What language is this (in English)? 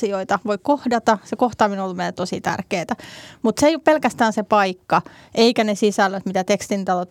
Finnish